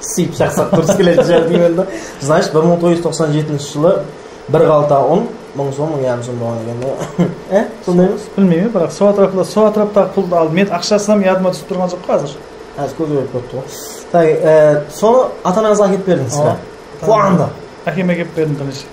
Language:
Kara-Kalpak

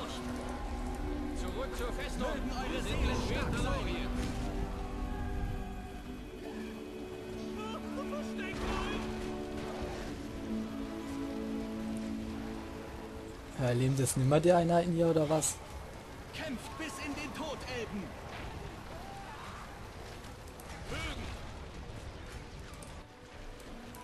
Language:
German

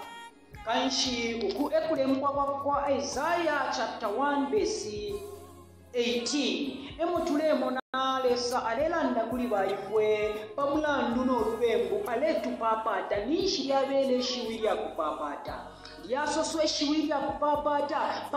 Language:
Bemba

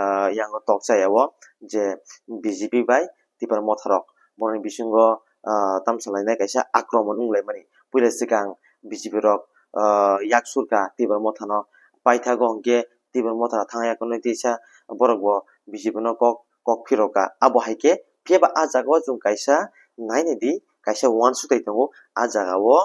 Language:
Kok Borok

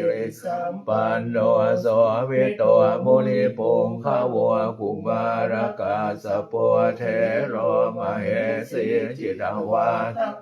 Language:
Pali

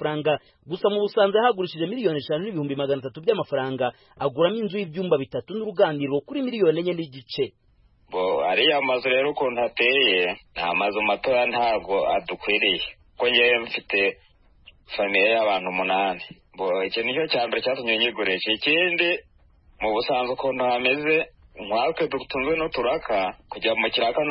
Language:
Kinyarwanda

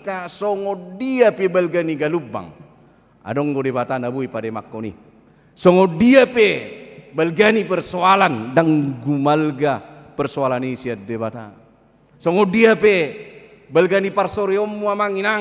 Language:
Batak Toba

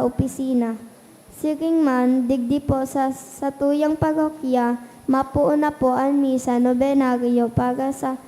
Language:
Bikol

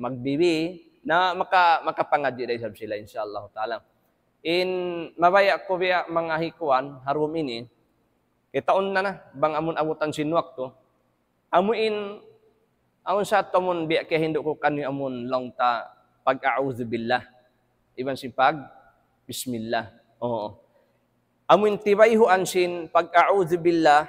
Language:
Tausug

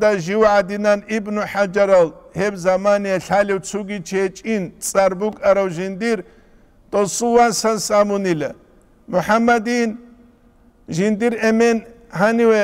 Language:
Avaric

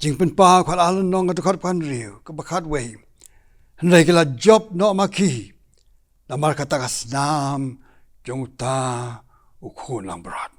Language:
Khasi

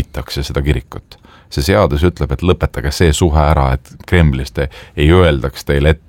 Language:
Estonian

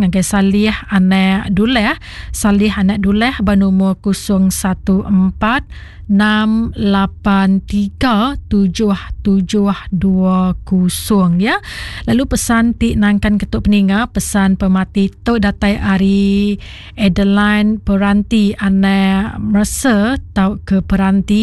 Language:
Iban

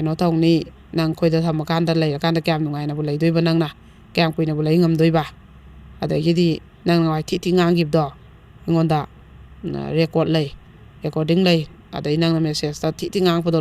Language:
Manipuri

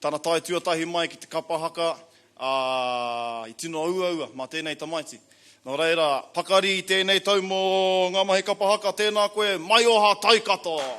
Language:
Māori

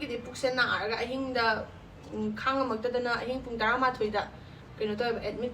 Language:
Manipuri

